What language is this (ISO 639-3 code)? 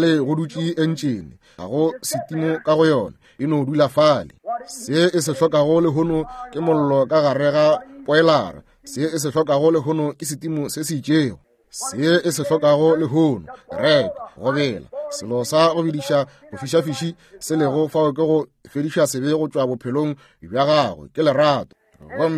nso